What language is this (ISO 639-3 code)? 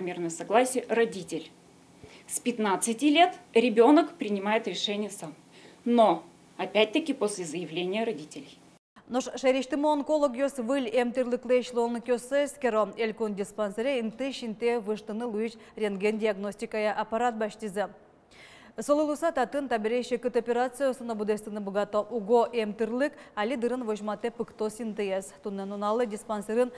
udm